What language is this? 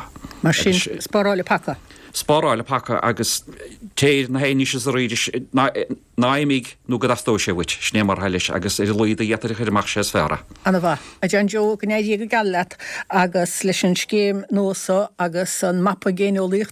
Irish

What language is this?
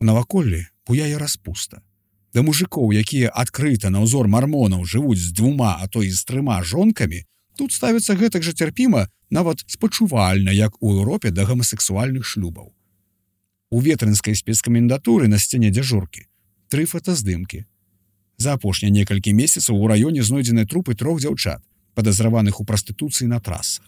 Belarusian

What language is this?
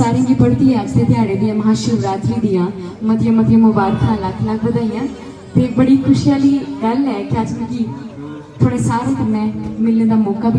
Dogri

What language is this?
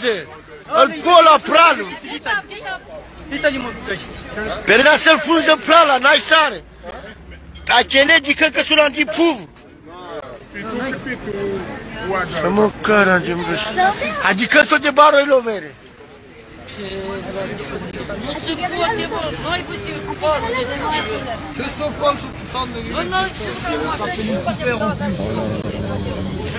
Romanian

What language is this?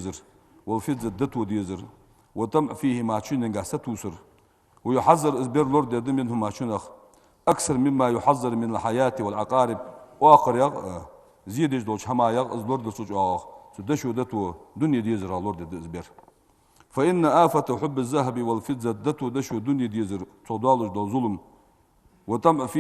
Ingush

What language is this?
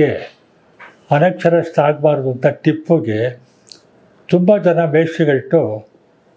Kannada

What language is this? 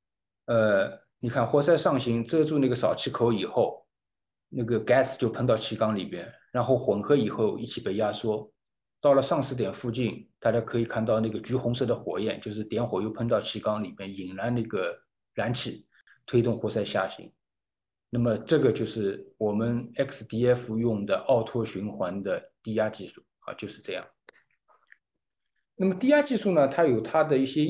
Chinese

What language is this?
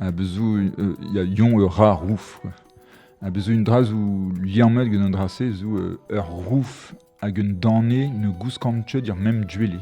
Breton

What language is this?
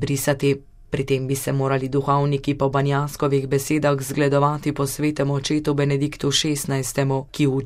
Slovenian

